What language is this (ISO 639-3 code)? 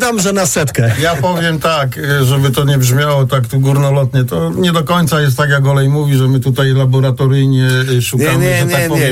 pol